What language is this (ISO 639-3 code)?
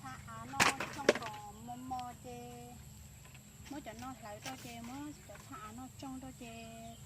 hmn